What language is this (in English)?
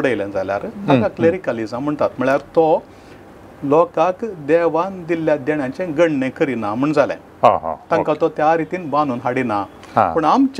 Konkani